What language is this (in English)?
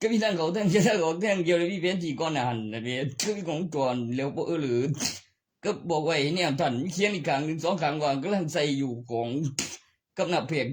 Northeastern Thai